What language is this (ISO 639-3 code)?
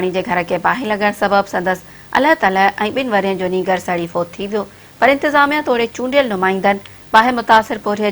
snd